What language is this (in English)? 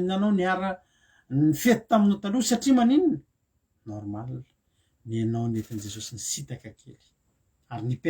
Malagasy